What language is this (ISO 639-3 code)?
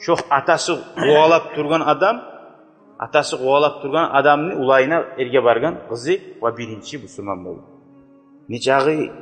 kum